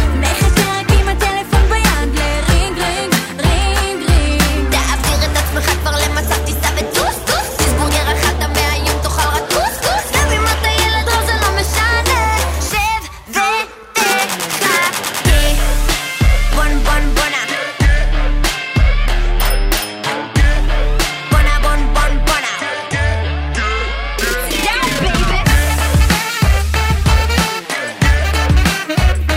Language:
Hebrew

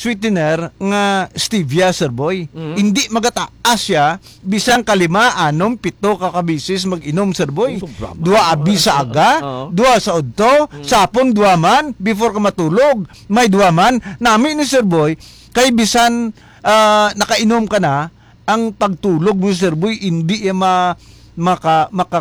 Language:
Hiligaynon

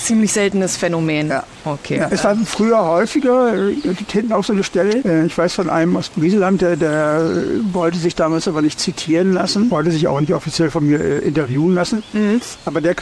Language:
German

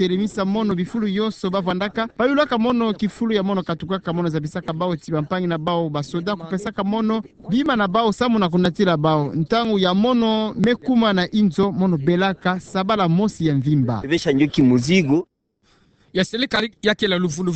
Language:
Kituba (Democratic Republic of Congo)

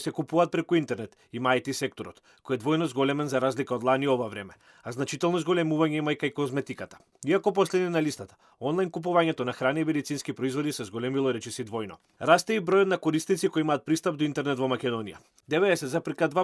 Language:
Macedonian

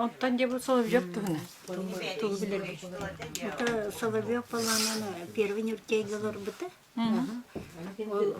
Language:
Yakut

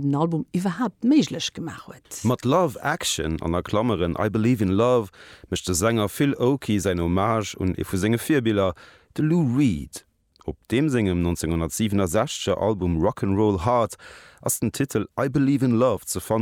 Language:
Luxembourgish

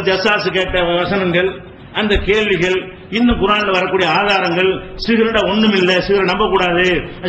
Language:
Tamil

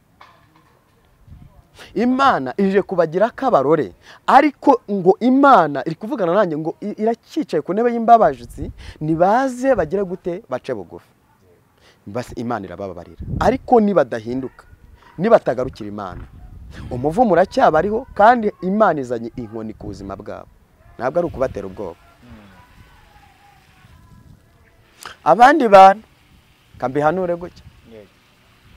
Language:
Kinyarwanda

